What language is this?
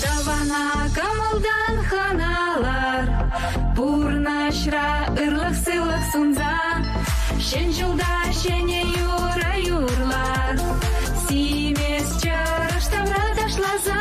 Chuvash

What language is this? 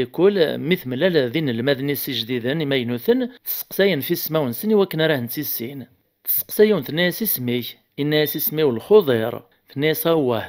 Kabyle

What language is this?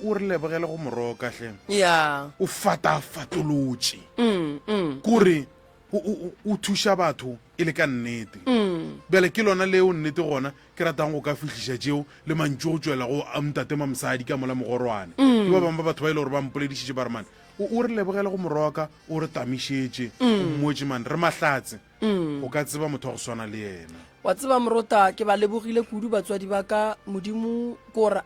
Northern Sotho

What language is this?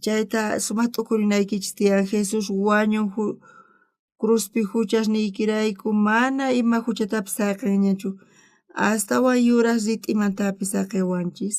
South Bolivian Quechua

